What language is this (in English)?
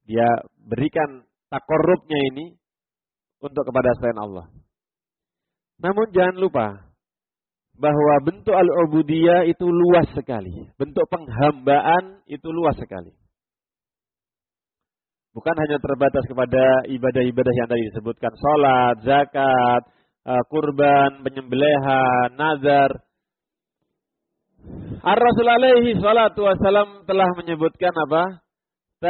Indonesian